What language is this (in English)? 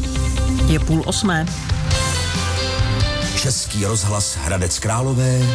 Czech